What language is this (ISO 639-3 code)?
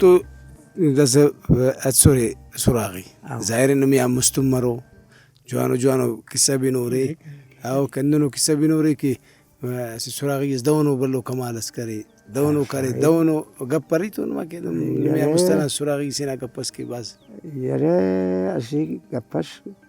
brh